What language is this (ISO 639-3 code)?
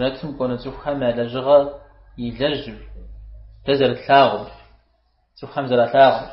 kbd